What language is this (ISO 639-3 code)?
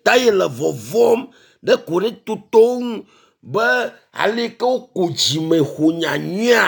ewe